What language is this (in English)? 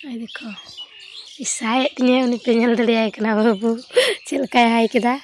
Santali